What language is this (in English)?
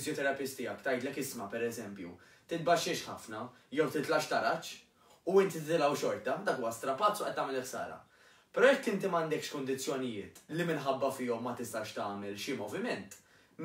Maltese